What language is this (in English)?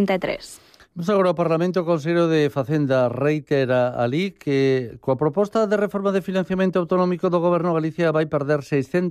Galician